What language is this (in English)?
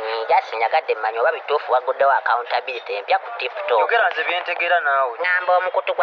Ganda